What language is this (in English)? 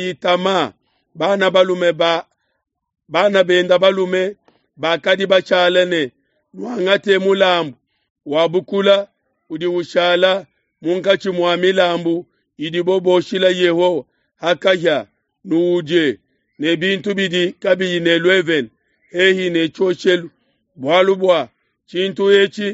Luba-Lulua